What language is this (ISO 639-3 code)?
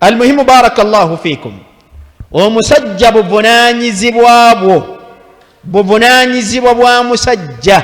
lug